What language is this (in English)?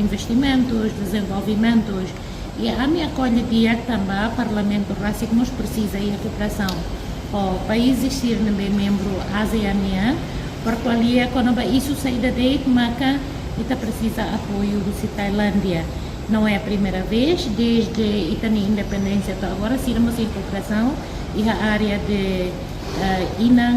Tetum